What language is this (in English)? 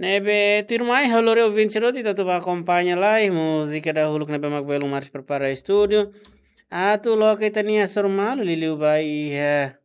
Tetum